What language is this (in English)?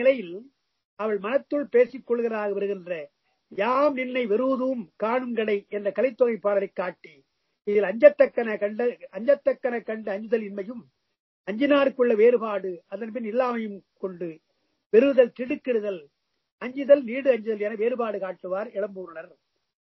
Tamil